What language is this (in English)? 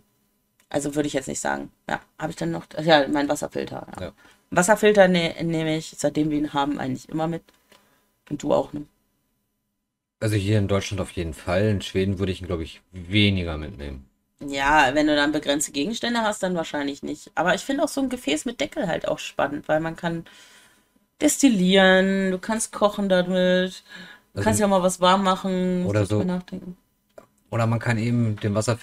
German